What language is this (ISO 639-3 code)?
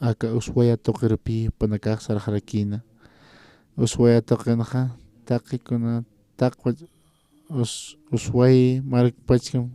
aym